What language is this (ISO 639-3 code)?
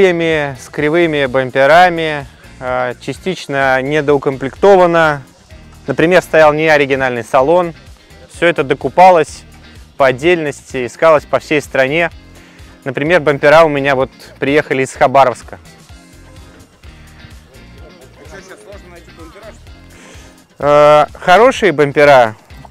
rus